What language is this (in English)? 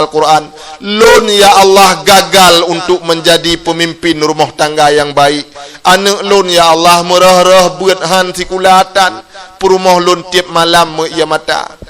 Achinese